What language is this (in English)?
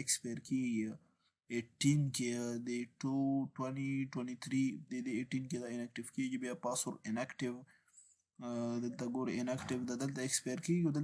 Pashto